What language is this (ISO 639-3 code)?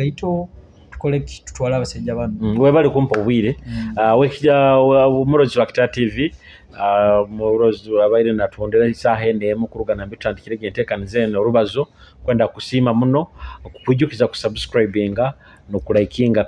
nyo